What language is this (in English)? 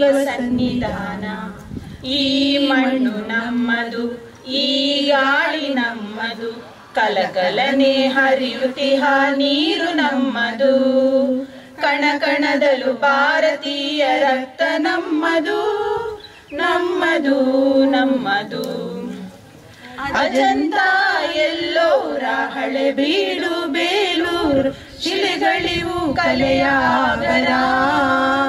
Kannada